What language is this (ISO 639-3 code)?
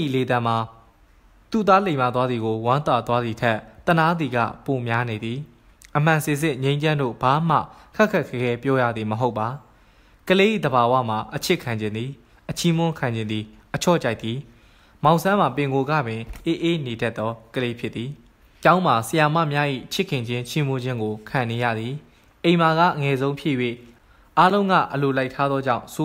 mya